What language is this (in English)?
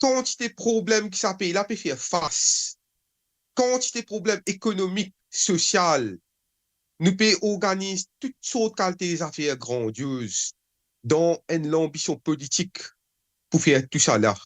Morisyen